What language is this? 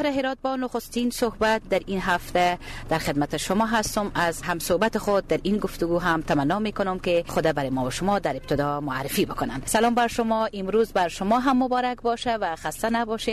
Persian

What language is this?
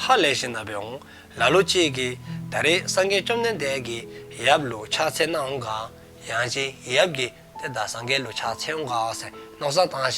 Dzongkha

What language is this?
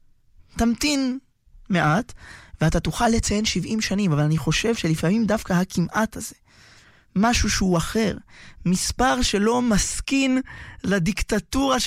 Hebrew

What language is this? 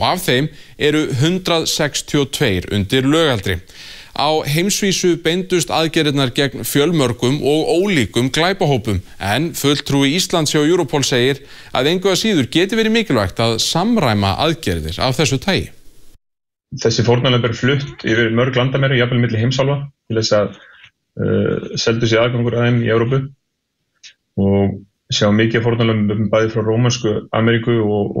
Icelandic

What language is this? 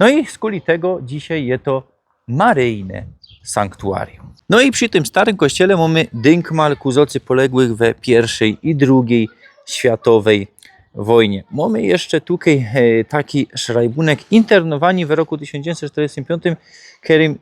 Silesian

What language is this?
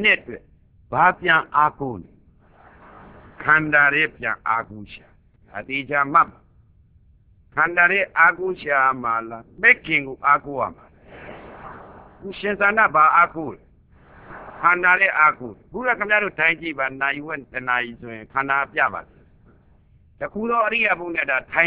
Burmese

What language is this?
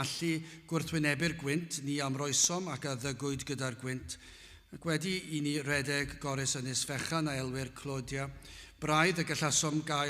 Welsh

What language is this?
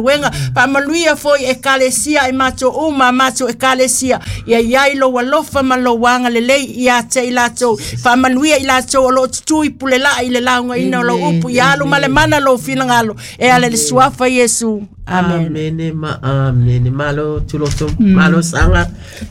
Samoan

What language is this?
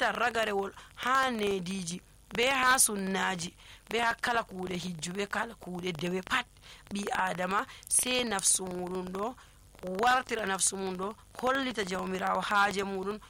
Nigerian Fulfulde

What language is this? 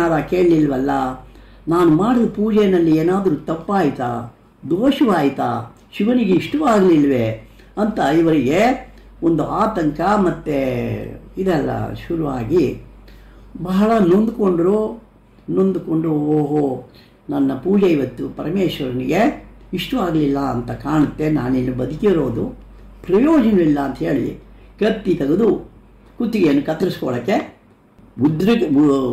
Kannada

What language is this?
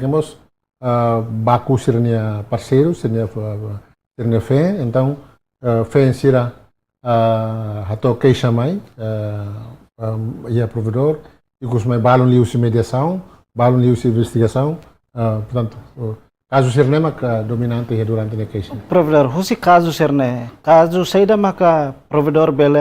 Tetum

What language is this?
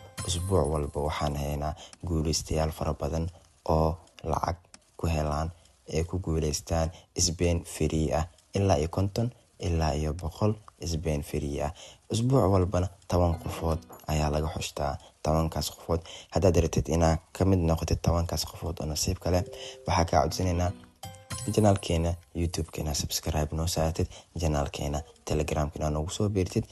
Somali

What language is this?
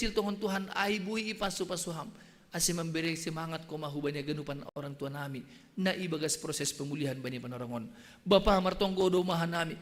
Batak Simalungun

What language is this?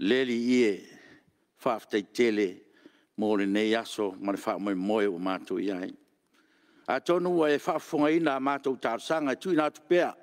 Samoan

